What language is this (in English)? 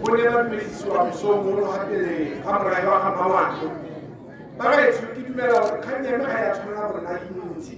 Tswana